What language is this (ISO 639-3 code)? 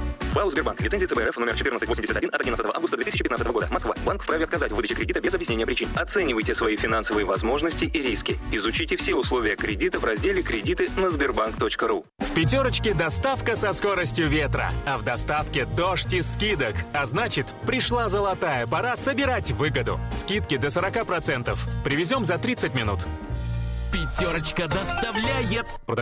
rus